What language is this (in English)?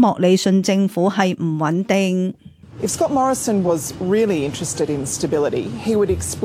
Cantonese